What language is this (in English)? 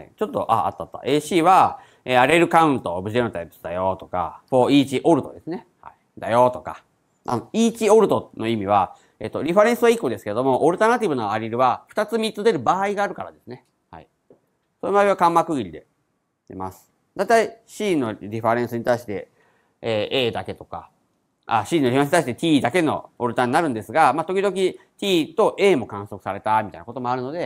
Japanese